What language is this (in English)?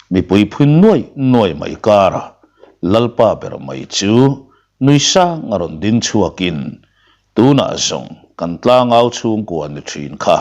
Mizo